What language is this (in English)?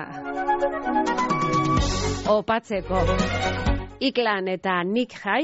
Basque